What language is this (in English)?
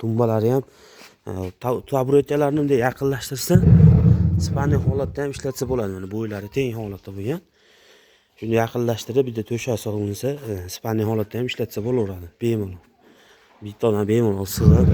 Uzbek